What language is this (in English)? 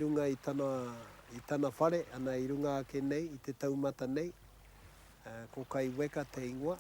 Māori